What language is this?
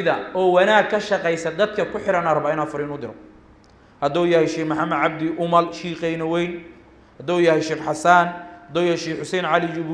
Somali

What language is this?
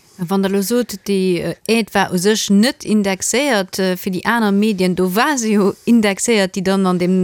Luxembourgish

